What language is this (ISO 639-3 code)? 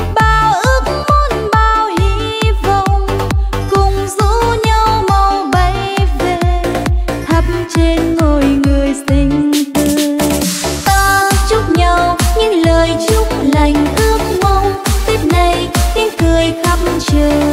vie